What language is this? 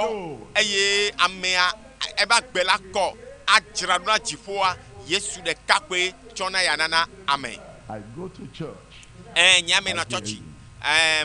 Ewe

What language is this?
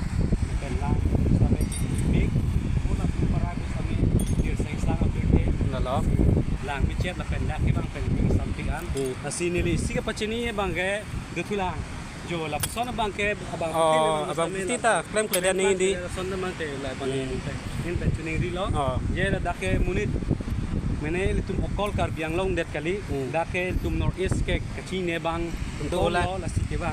Karbi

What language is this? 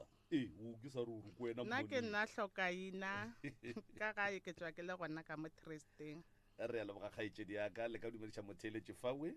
Northern Sotho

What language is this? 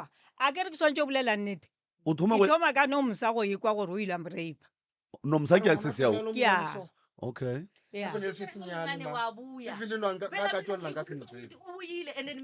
Northern Sotho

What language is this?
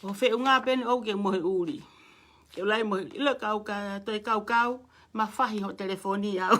Tongan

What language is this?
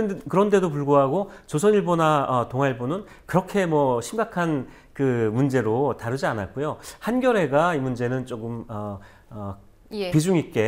Korean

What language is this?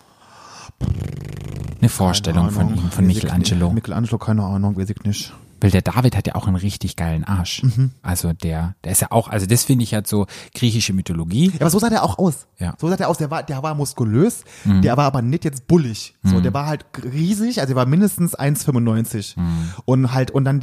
German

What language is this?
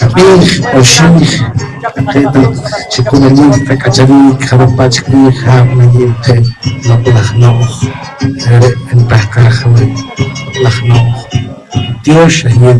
Poqomchi'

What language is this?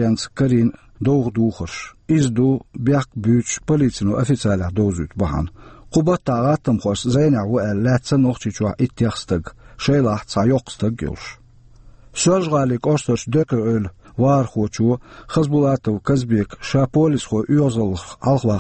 Chechen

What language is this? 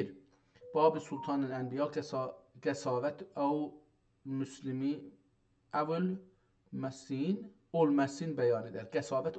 South Azerbaijani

